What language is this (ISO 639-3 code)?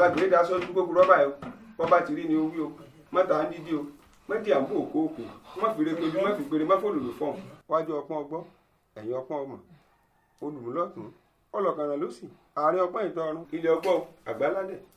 yor